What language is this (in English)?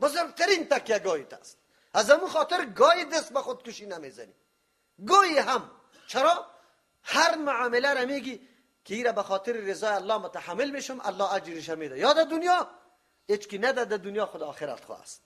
Persian